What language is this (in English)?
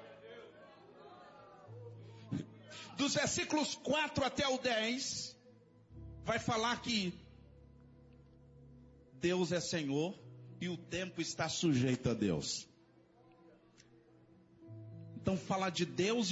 Portuguese